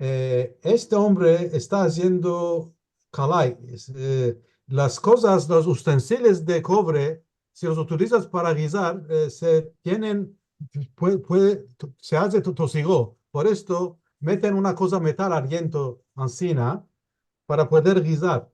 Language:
Ladino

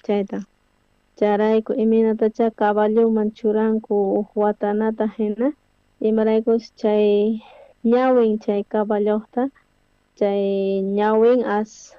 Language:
South Bolivian Quechua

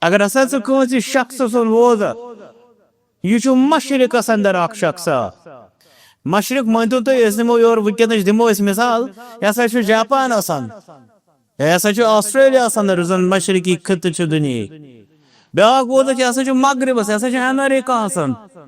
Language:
Kashmiri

